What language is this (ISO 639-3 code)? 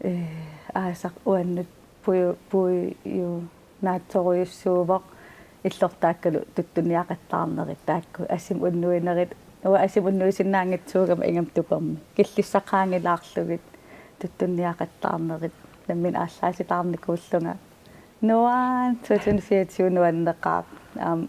kal